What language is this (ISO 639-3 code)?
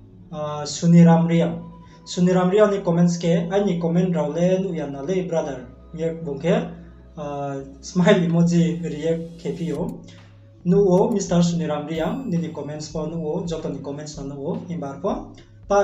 ria